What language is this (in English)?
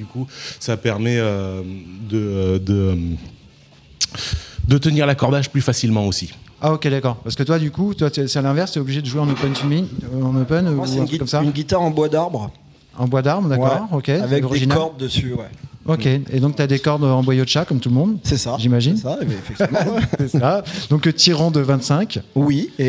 French